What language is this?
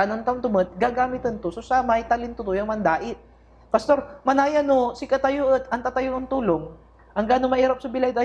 Pangasinan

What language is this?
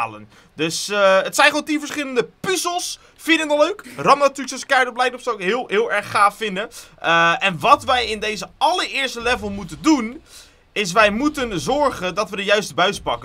Dutch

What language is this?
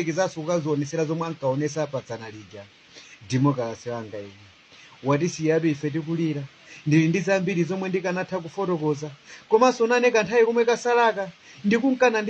Nyanja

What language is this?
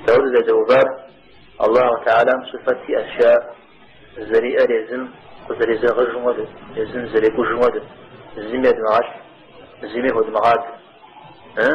Kabardian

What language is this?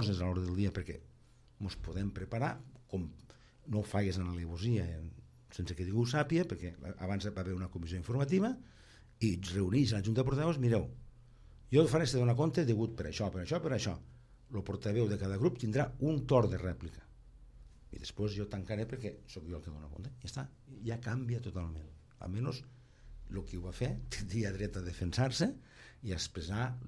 Catalan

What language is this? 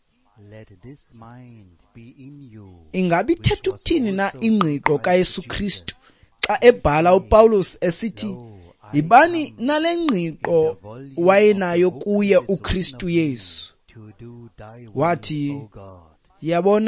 Xhosa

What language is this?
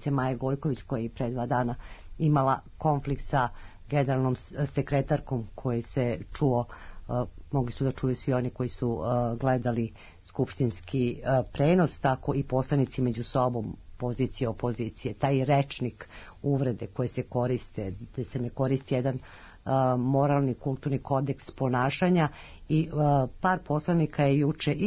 Serbian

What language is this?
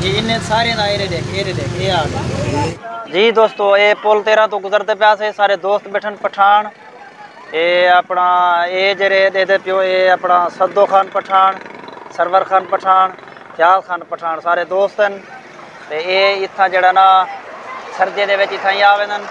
Saraiki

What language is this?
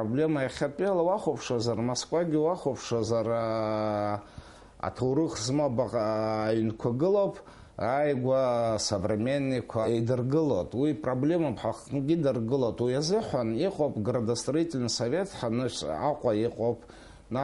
Abkhazian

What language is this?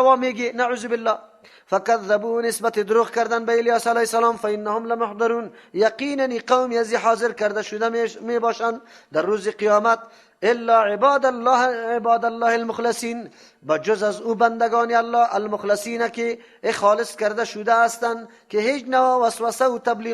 Persian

